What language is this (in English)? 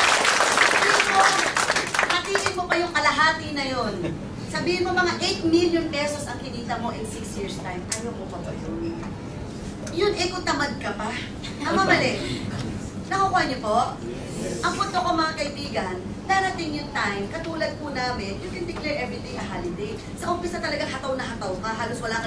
Filipino